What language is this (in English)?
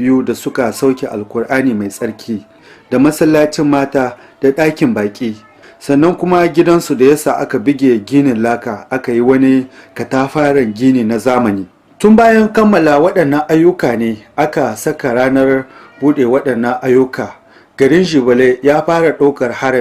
Hausa